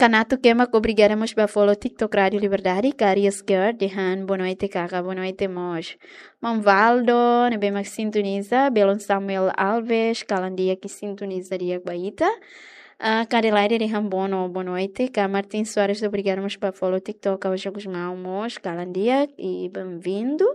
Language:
Tetum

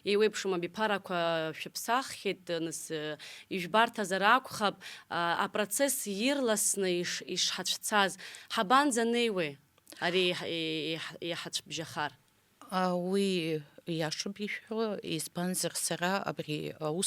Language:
Abkhazian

